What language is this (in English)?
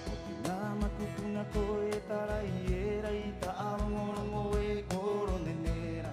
Rapanui